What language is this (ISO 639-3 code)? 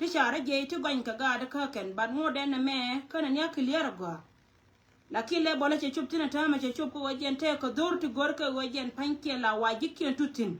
nus